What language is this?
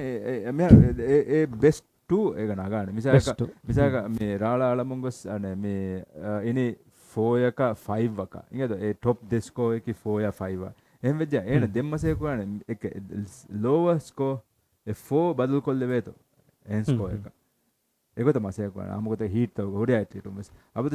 Divehi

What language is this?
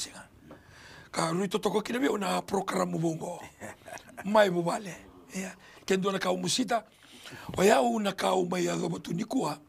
Fijian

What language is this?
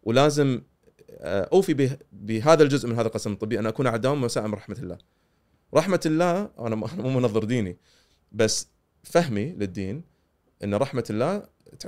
Gulf Arabic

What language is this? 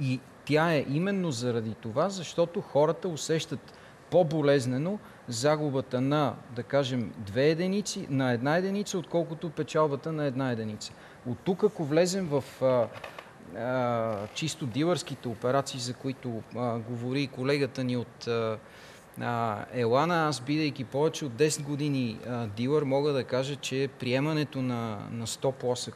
Bulgarian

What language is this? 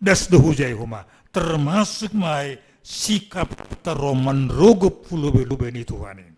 Batak Simalungun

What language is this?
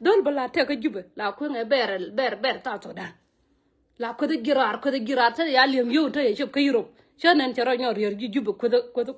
Nuer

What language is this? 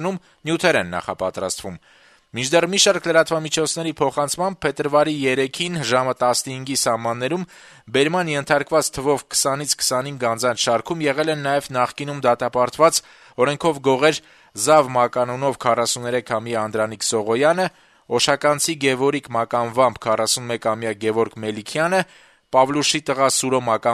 Armenian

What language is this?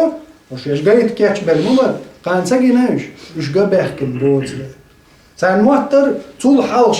Chechen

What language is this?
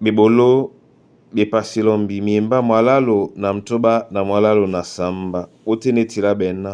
Duala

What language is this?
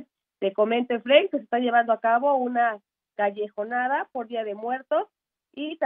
Spanish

